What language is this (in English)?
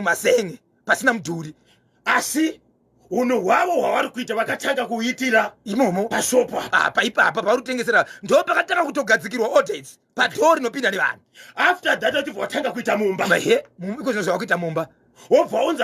Shona